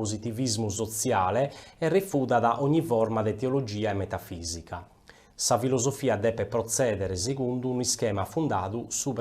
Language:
Sardinian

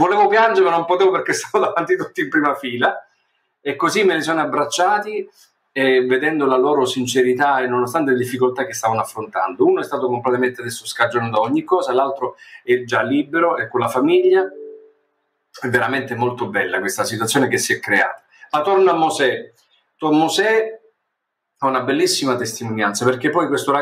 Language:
Italian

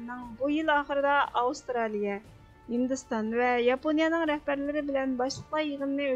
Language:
Uyghur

